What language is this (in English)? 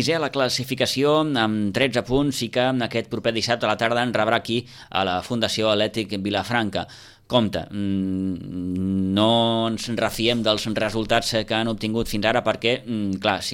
Catalan